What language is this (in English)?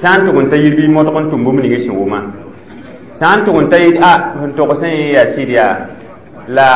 Mossi